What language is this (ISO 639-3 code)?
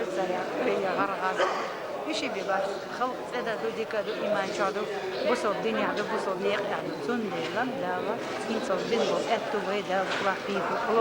che